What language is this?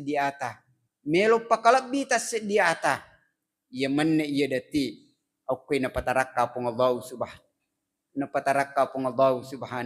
Buginese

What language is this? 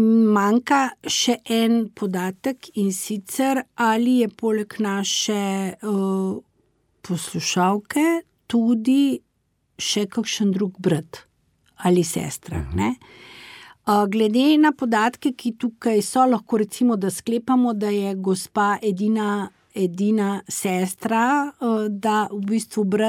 Slovenian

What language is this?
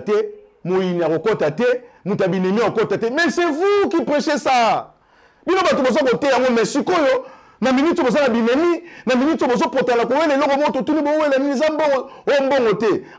Lingala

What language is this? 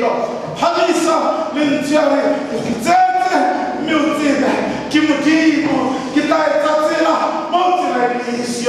Southern Sotho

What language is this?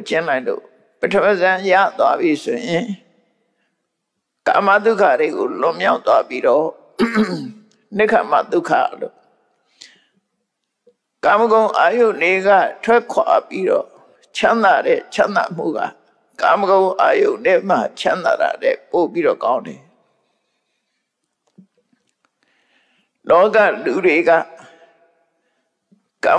Burmese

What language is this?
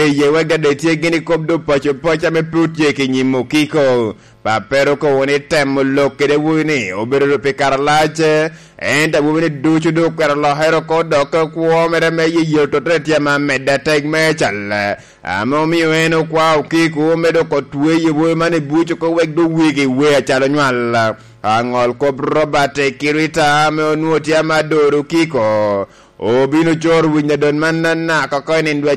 Lango (Uganda)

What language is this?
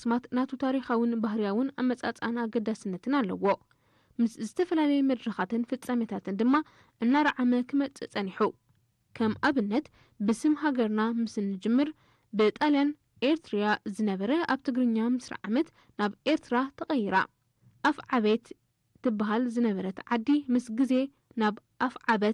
Tigrinya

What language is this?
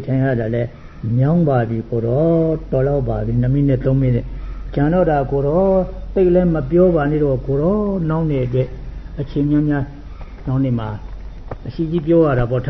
Burmese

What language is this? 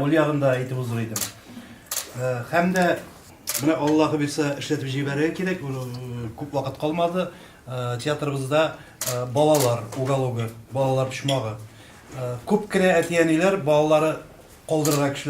Tatar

